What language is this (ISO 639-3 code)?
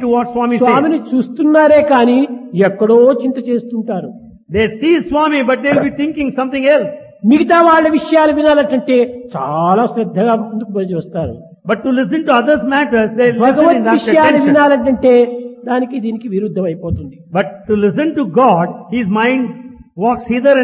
tel